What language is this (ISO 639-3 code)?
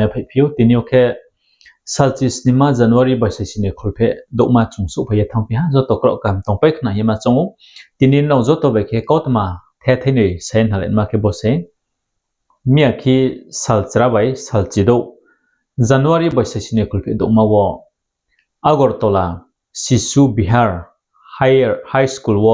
ria